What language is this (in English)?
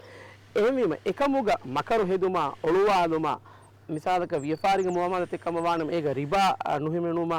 Divehi